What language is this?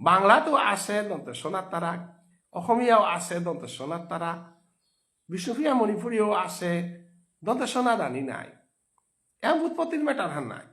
Bishnupriya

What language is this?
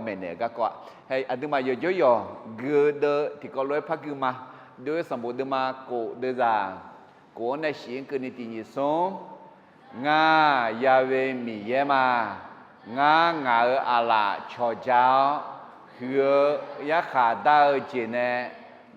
Akha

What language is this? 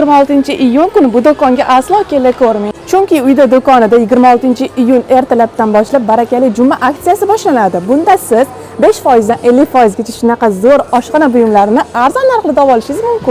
Uzbek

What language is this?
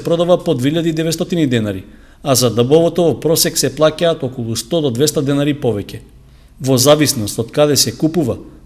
Macedonian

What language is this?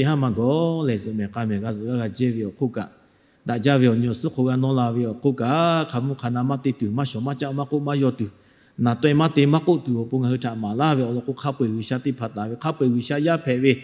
Lahu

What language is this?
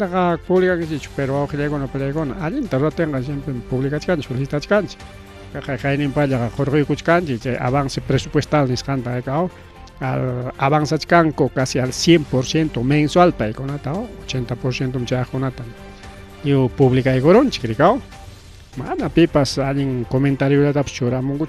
Ayacucho Quechua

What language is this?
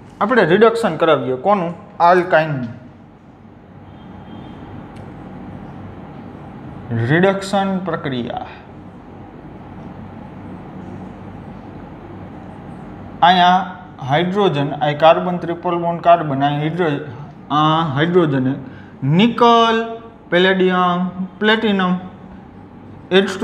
Gujarati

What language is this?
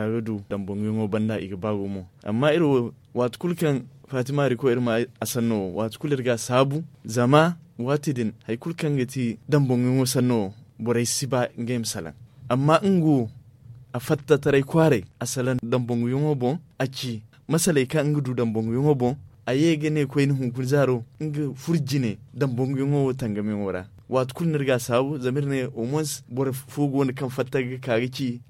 Zarma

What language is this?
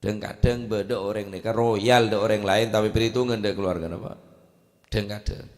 Madurese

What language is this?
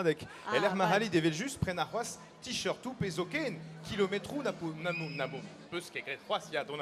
Breton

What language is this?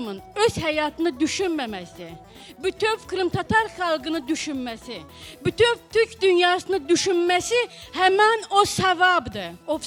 Crimean Tatar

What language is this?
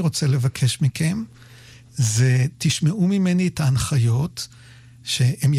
Hebrew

